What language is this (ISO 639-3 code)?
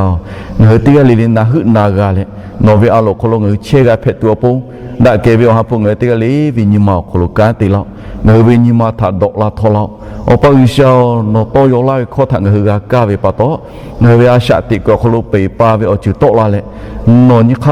lhu